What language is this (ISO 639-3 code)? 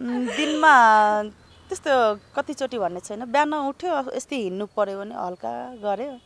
nep